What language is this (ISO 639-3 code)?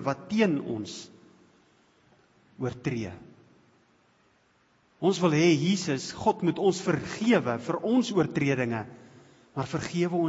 afr